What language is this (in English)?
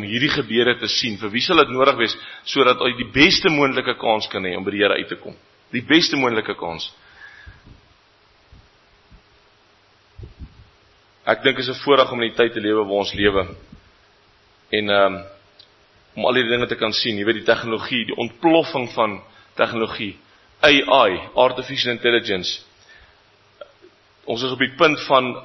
Afrikaans